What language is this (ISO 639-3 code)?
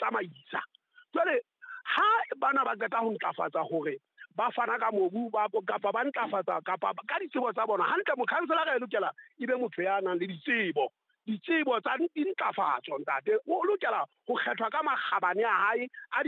sot